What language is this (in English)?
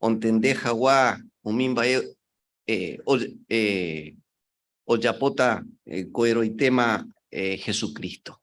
Guarani